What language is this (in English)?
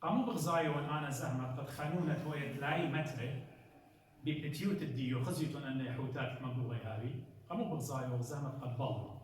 Assyrian Neo-Aramaic